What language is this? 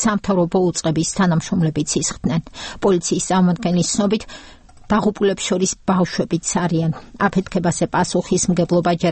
Georgian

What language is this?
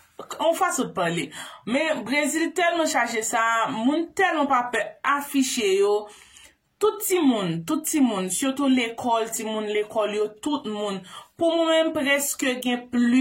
Haitian Creole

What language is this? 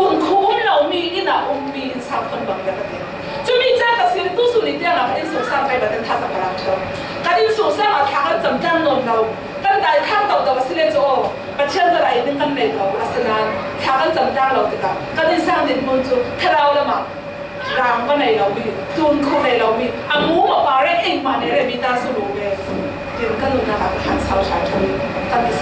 Falam Chin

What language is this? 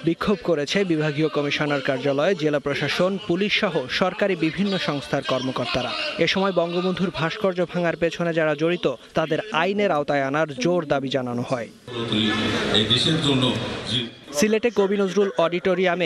Bangla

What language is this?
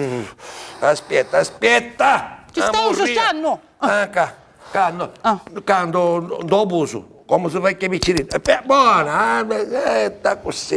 Sicilian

